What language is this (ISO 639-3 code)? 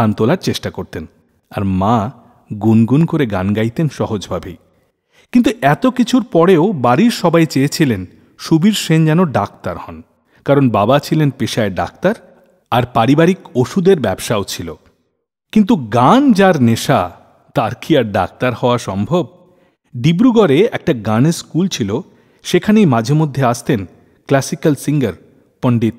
ben